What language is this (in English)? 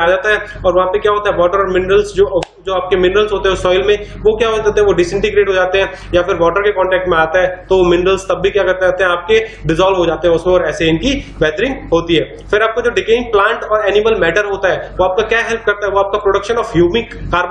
Hindi